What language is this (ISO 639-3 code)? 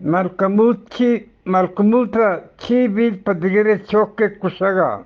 bgp